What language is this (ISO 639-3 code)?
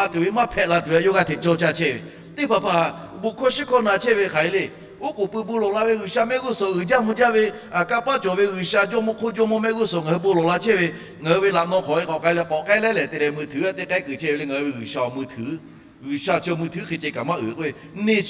lhu